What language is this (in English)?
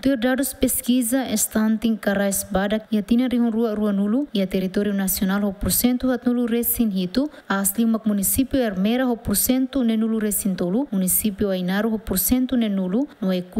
Tetum